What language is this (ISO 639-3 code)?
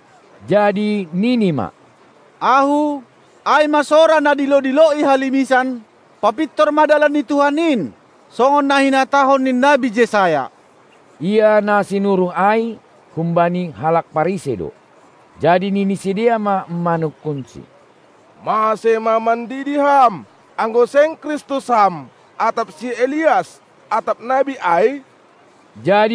bts